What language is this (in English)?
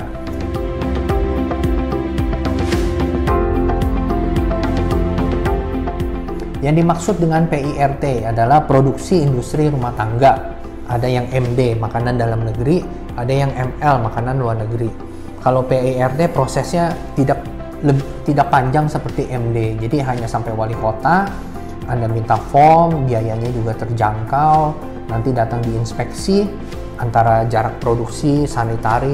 Indonesian